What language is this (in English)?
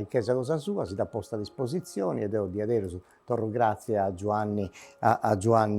Sardinian